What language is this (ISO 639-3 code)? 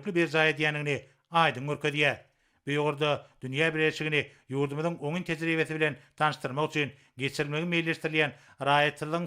tuk